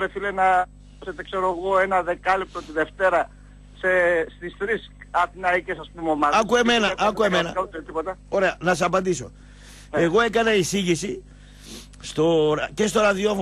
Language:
Greek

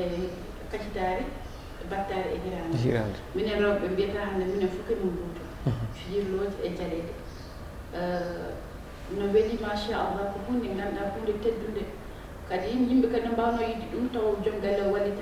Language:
Fula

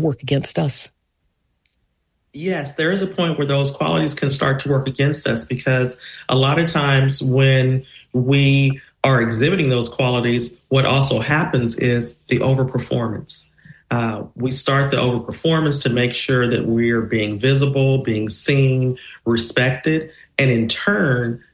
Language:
English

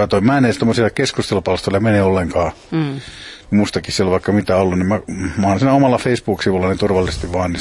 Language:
Finnish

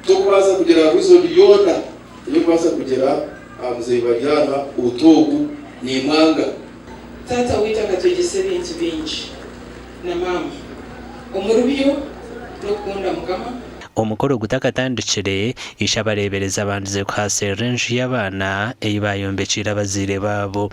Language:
Nyankole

